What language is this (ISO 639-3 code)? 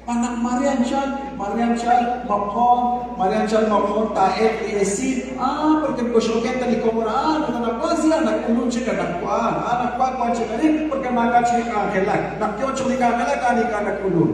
kek